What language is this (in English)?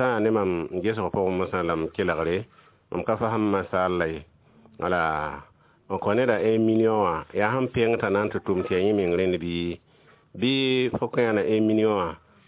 Mossi